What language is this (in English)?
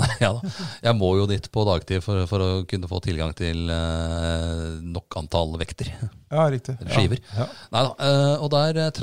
Norwegian